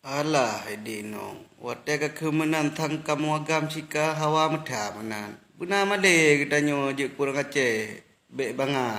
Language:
Achinese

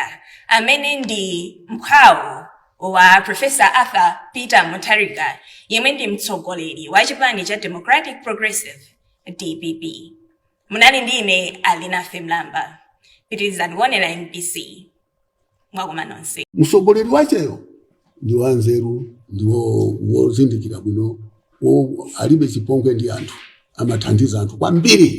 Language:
Nyanja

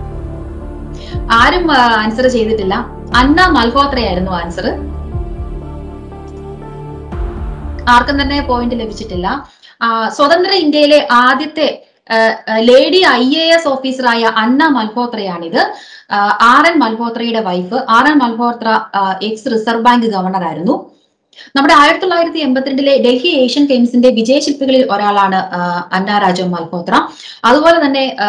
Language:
Malayalam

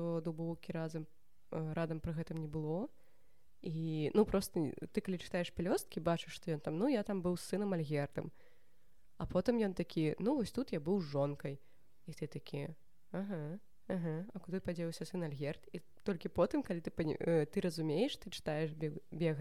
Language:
Belarusian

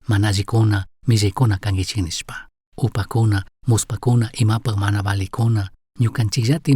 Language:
Chimborazo Highland Quichua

